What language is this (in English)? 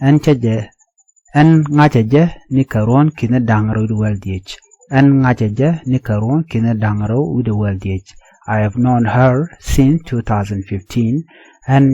Nuer